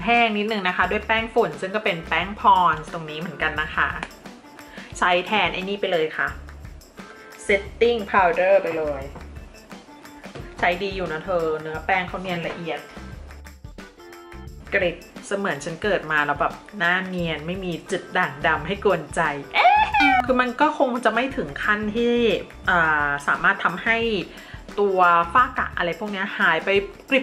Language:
Thai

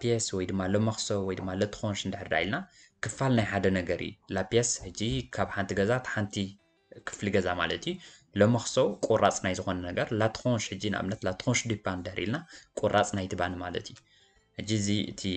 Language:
Tigrinya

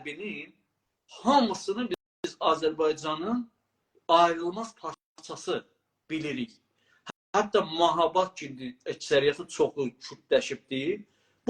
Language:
South Azerbaijani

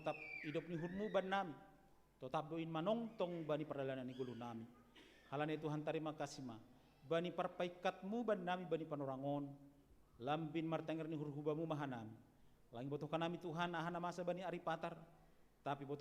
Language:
Batak Simalungun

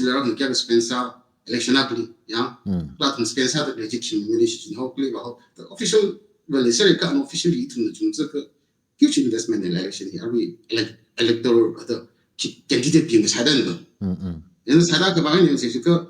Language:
Tangkhul Naga (India)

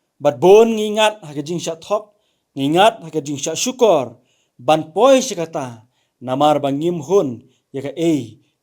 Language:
Khasi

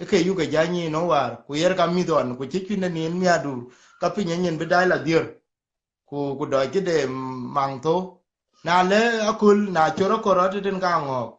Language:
Dinka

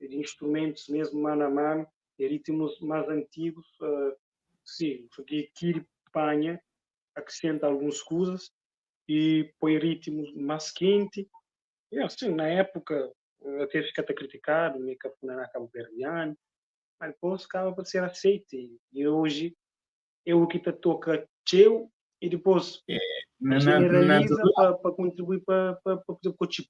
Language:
Kabuverdianu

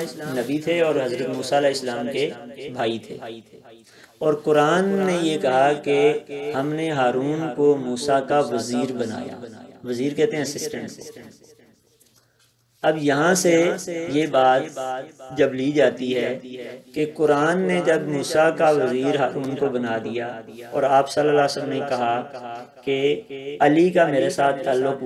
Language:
Urdu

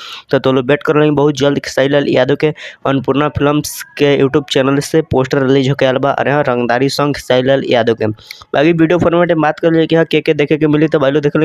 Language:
Bhojpuri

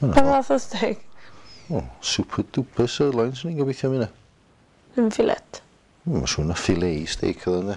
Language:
Welsh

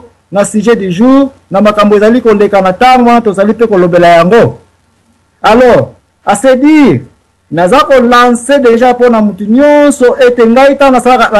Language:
Lingala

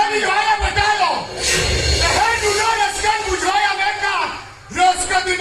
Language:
Santali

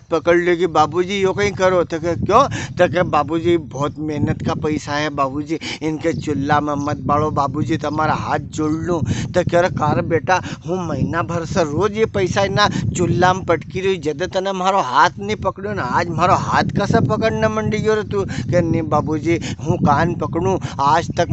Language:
Rajasthani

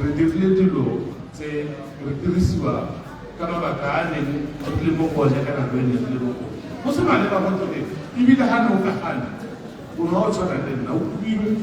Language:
Tswana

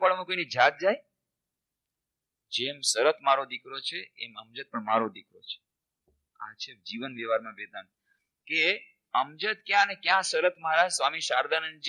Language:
Gujarati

